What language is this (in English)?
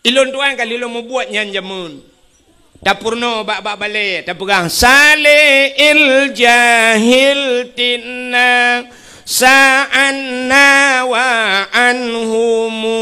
Achinese